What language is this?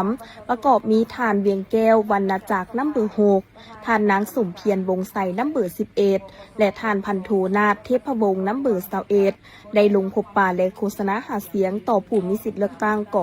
Lao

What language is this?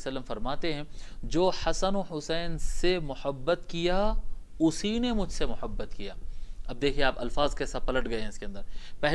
Urdu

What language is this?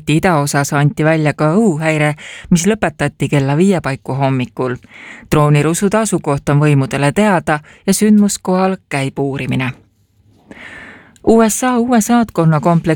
Estonian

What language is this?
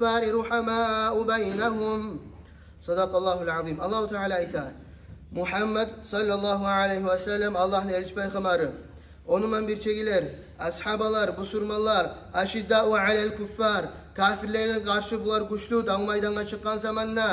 Kumyk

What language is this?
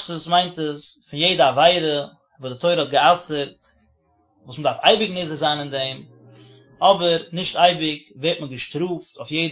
Yiddish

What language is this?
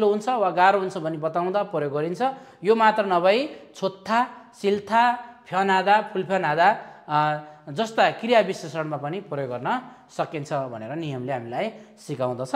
Nepali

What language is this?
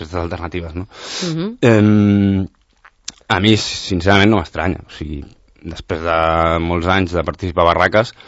Catalan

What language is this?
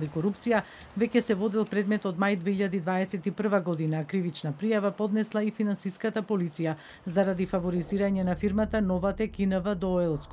Macedonian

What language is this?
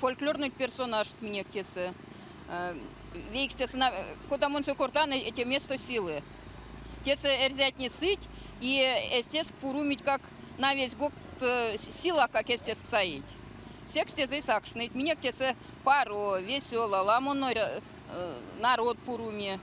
Erzya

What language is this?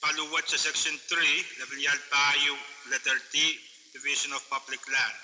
Pohnpeian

